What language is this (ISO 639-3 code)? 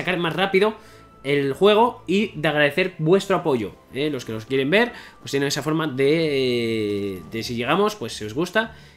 spa